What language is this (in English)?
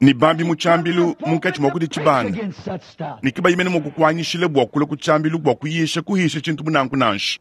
Luba-Lulua